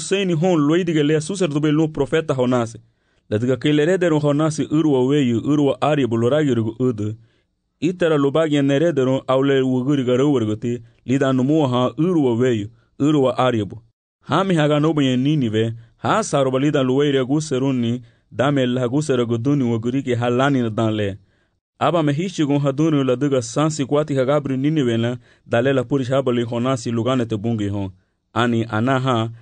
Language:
Garifuna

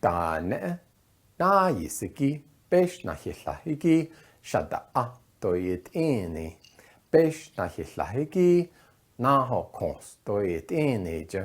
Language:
Navajo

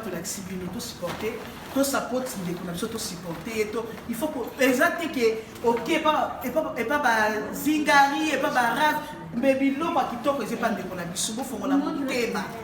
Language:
Lingala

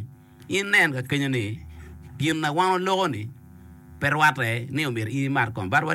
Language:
Acoli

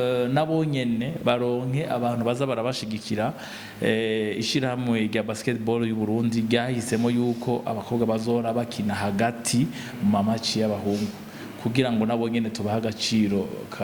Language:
Rundi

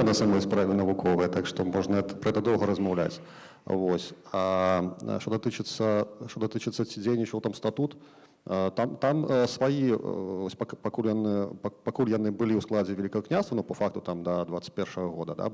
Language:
Belarusian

